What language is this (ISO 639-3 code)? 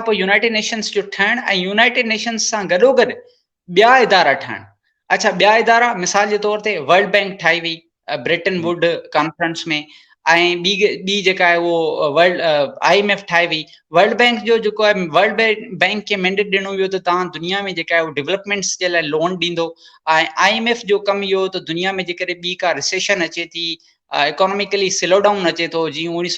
snd